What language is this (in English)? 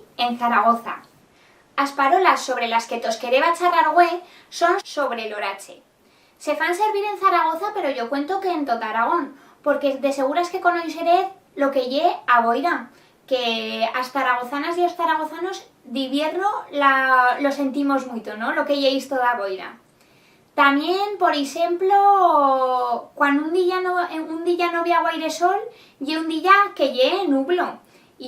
Aragonese